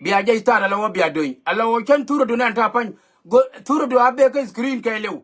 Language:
Nuer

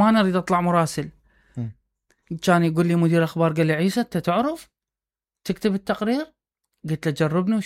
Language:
Mesopotamian Arabic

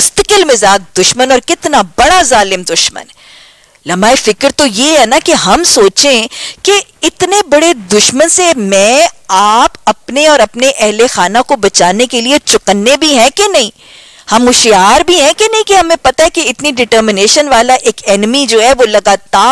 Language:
Urdu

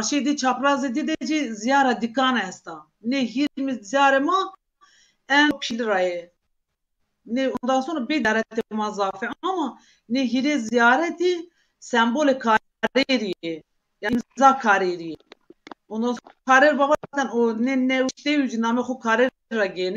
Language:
Zaza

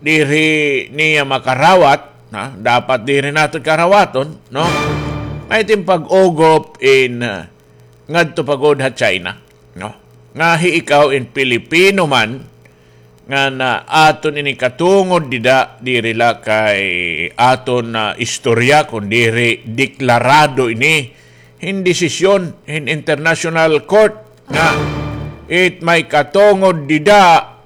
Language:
Waray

